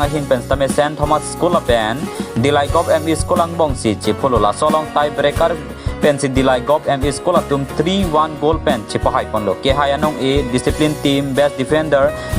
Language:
Karbi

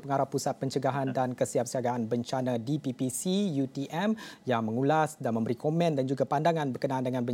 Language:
Malay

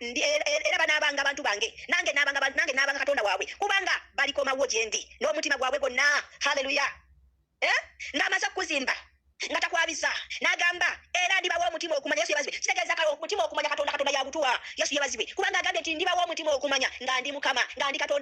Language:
Ganda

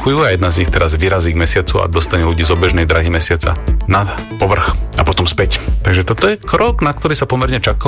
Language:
Slovak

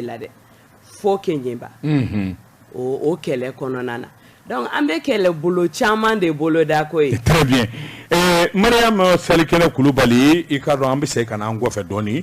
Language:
Bambara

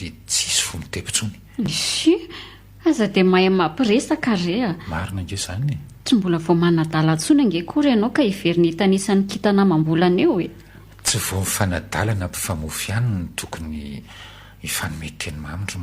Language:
Malagasy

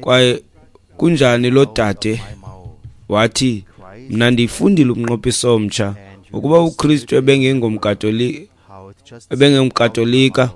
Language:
Xhosa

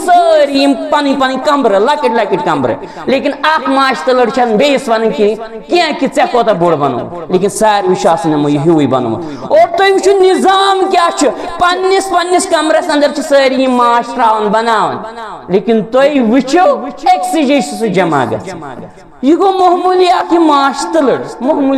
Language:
Kashmiri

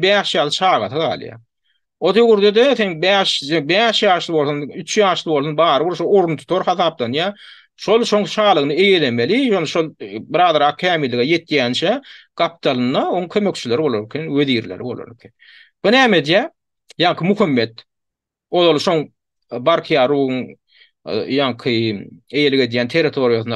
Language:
Turkmen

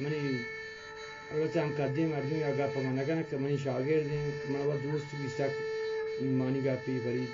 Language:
Eastern Balochi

